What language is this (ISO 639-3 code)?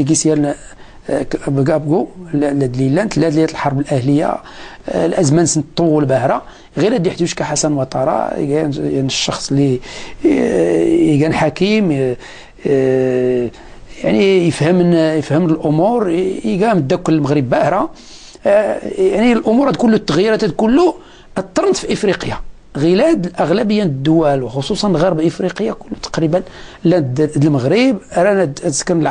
ary